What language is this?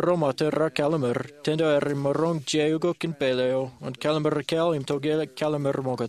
Marshallese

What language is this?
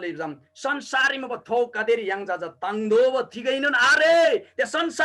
Eastern Tamang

